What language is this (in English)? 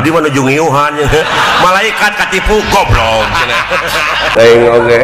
Sundanese